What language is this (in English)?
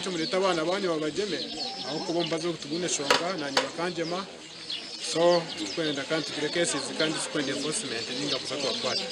Nyankole